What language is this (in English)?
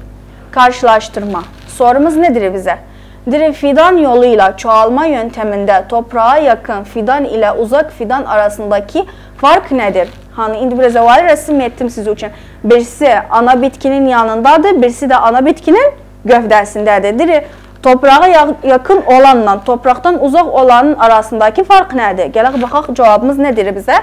South Azerbaijani